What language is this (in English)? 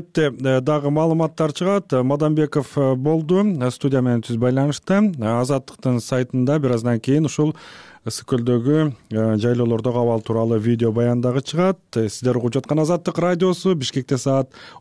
Kyrgyz